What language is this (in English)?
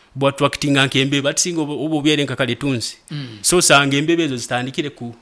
Nyoro